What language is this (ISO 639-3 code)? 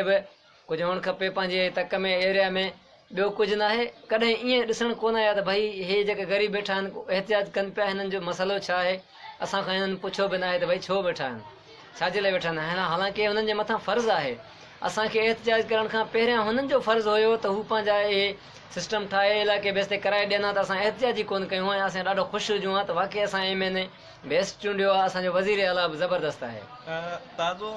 snd